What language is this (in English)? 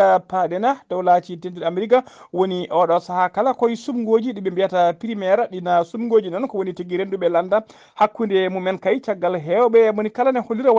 Fula